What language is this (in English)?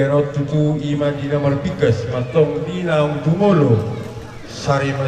Batak Toba